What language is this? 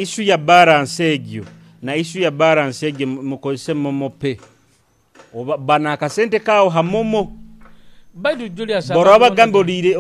Nyoro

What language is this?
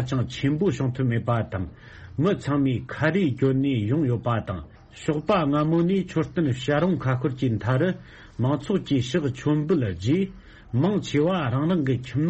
Tibetan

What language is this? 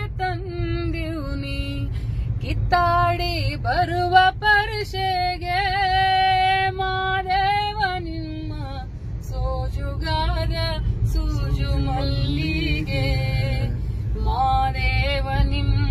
Kannada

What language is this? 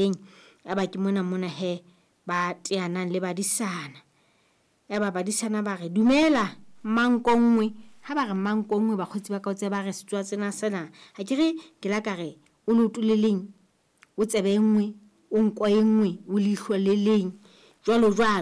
Southern Sotho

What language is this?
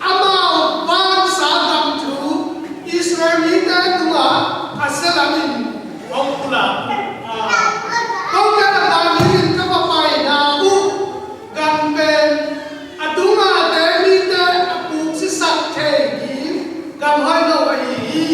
Tedim Chin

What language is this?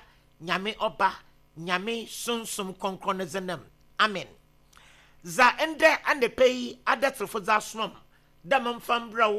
Akan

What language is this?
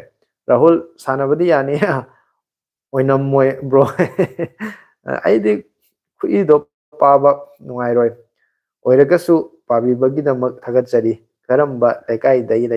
Manipuri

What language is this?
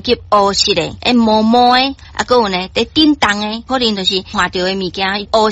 Min Nan Chinese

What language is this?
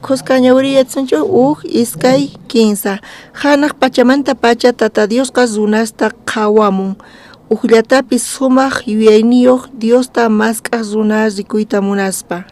South Bolivian Quechua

